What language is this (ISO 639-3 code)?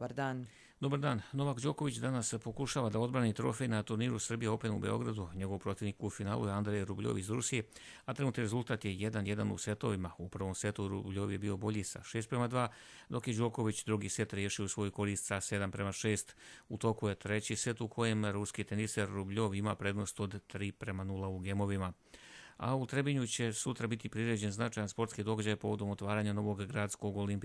srp